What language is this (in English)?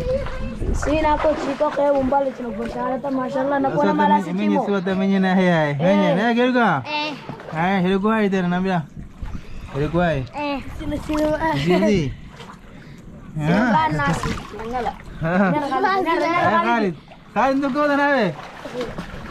Swahili